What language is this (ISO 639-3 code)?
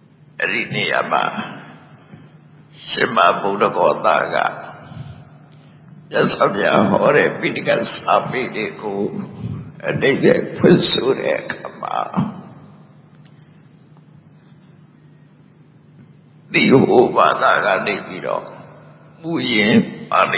mya